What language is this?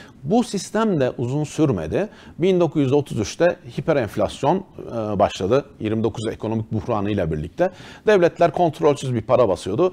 Turkish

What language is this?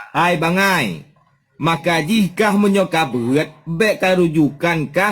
Achinese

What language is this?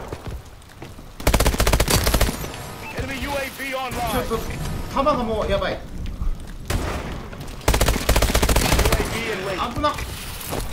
Japanese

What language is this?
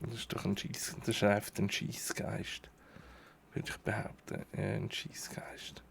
Swiss German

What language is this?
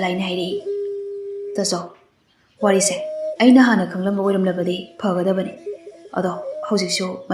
Manipuri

